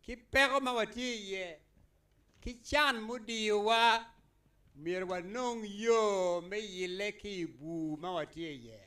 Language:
Acoli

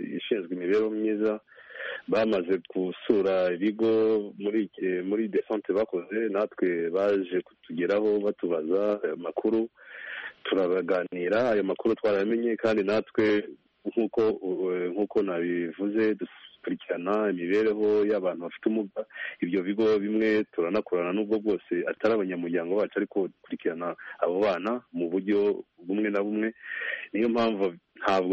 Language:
Kinyarwanda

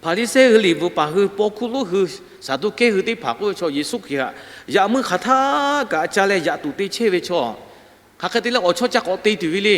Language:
Lahu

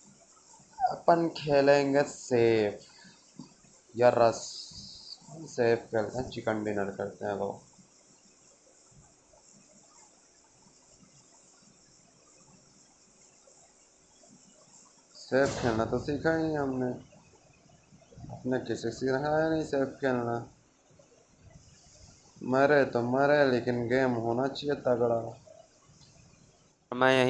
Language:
Hindi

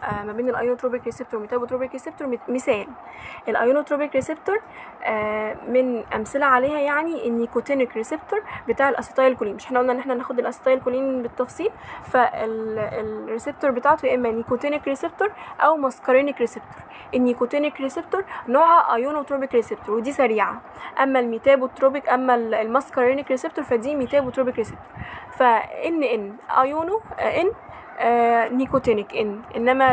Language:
Egyptian Arabic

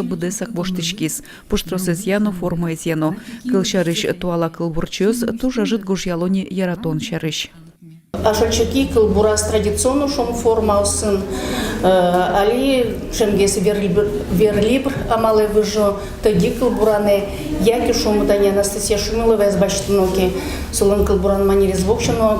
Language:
Udmurt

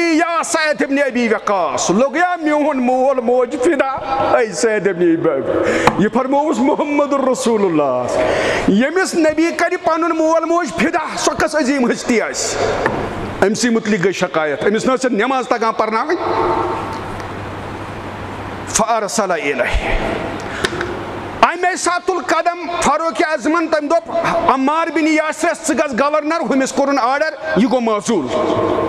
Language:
Kashmiri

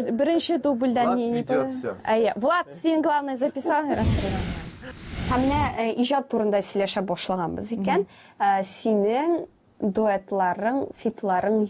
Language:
Tatar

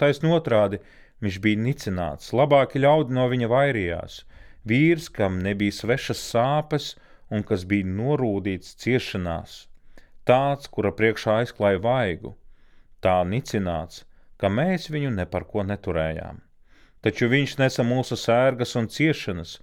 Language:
Latvian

